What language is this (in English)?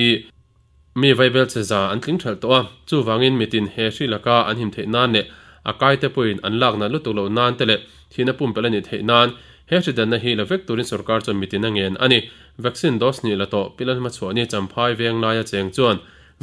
Mizo